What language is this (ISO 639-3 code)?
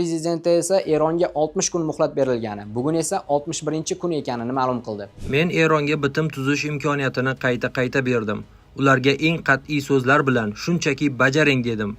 uzb